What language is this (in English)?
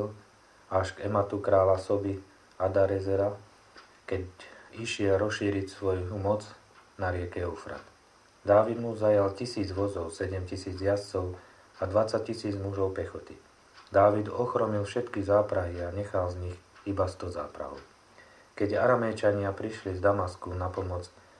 Slovak